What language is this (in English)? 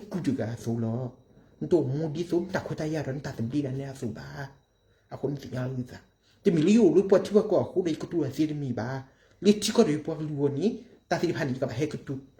S'gaw Karen